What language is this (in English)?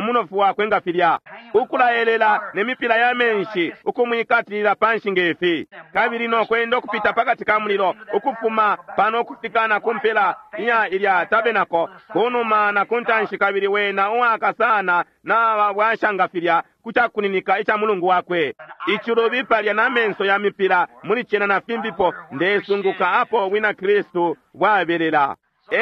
Bemba